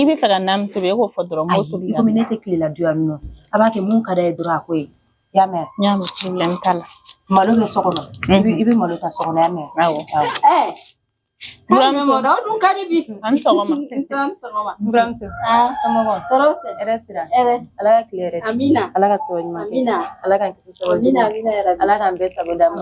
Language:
Bambara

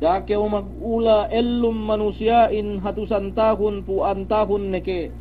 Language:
Yakan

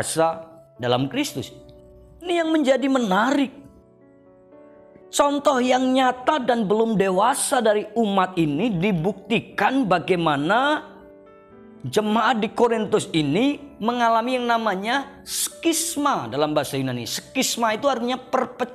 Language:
Indonesian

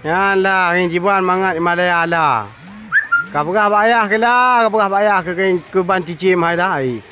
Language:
Achinese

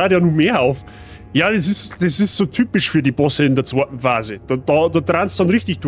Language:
Bavarian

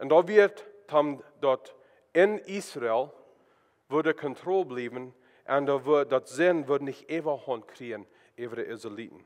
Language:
Plautdietsch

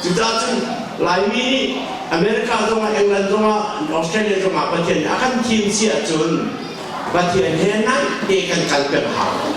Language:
Hakha Chin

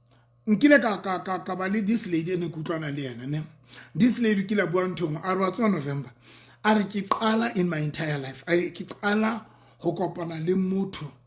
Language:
Southern Sotho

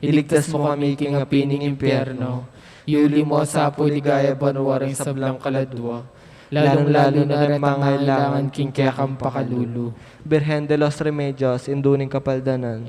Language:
Pampanga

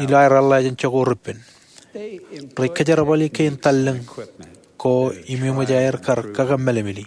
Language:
Marshallese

